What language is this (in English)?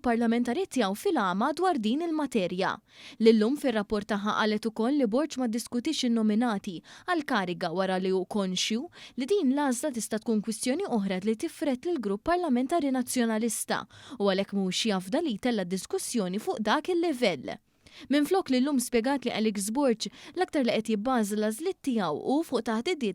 Maltese